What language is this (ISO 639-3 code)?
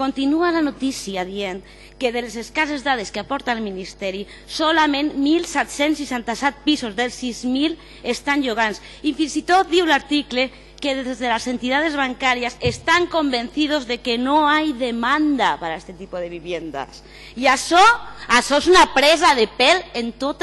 cat